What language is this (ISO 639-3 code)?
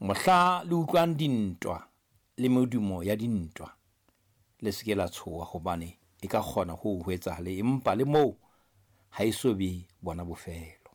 sot